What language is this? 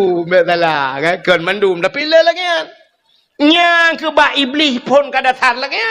Achinese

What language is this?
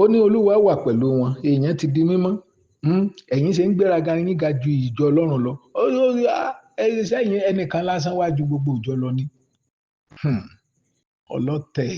Yoruba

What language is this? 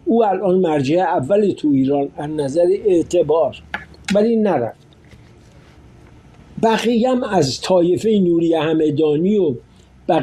Persian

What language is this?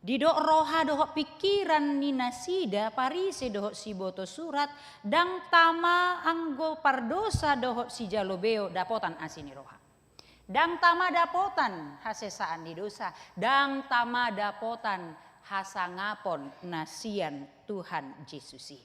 Batak Toba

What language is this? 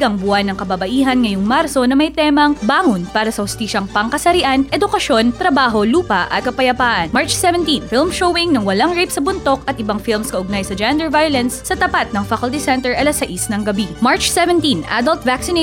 Filipino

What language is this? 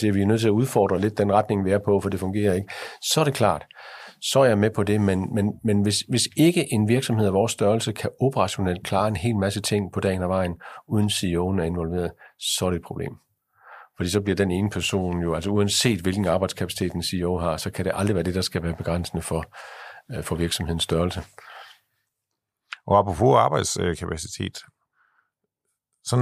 Danish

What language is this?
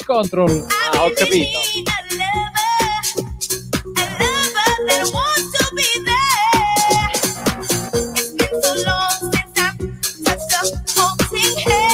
Italian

